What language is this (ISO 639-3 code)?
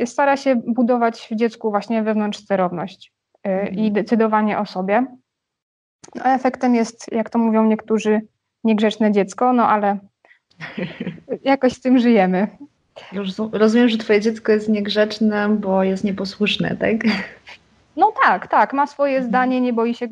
pol